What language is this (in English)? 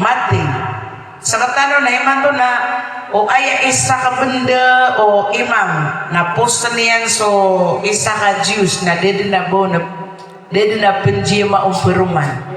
Maranao